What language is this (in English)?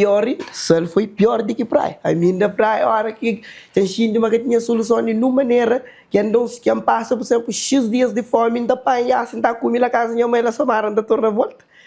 Kabuverdianu